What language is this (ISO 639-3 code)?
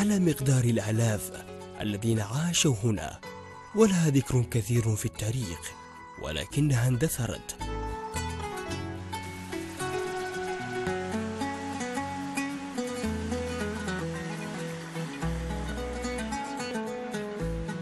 ara